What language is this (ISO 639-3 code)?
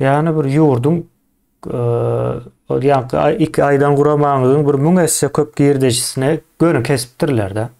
tuk